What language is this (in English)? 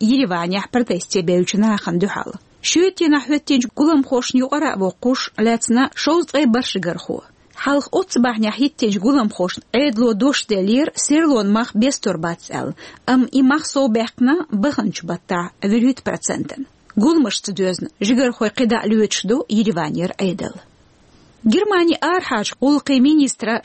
Chechen